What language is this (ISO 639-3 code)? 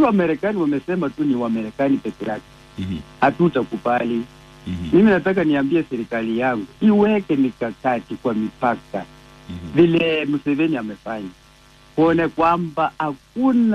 swa